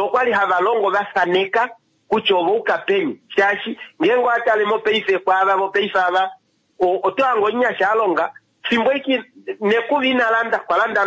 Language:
Kuanyama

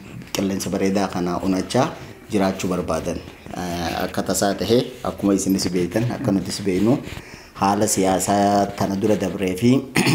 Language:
Oromo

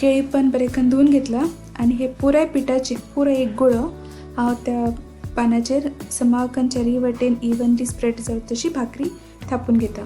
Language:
Konkani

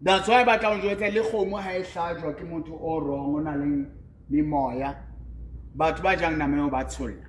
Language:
Southern Sotho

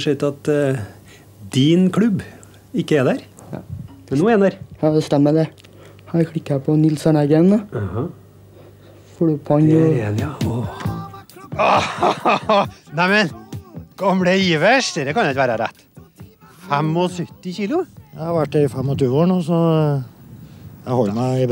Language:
Norwegian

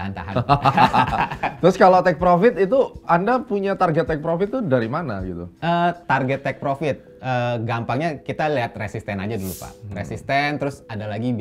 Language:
Indonesian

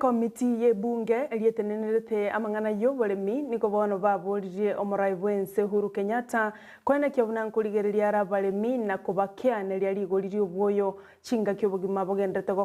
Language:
Gusii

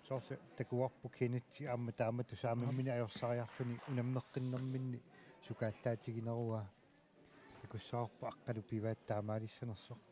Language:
Kalaallisut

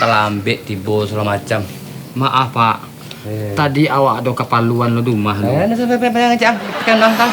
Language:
Minangkabau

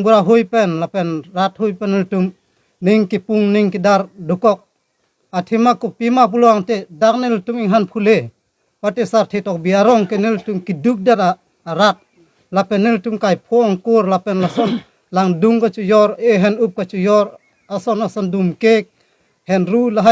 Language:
Karbi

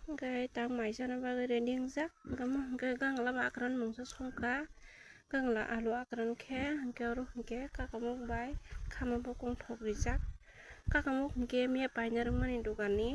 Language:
Kok Borok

